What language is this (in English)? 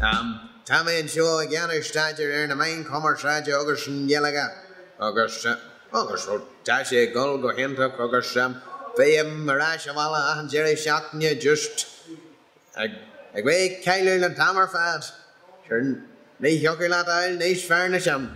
Irish